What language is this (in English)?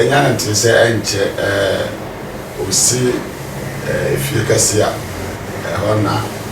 Akan